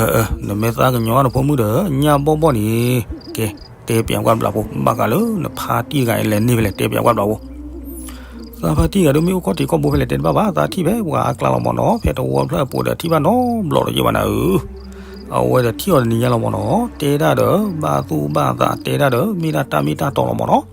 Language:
S'gaw Karen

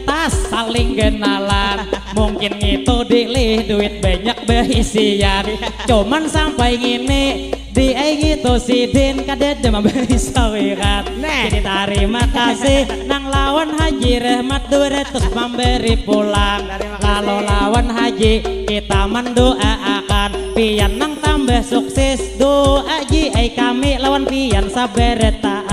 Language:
Banjar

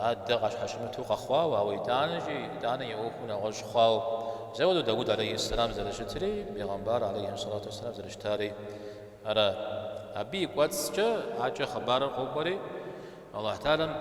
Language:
Kabardian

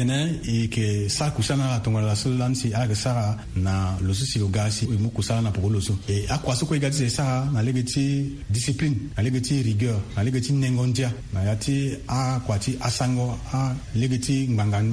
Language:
Sango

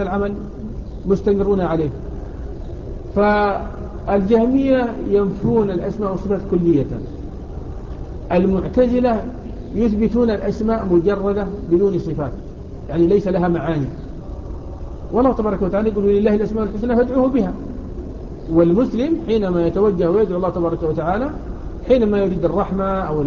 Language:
Arabic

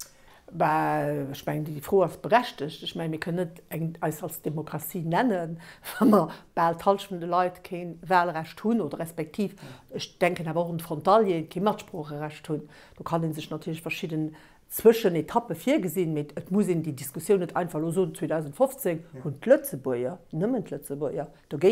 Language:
Luxembourgish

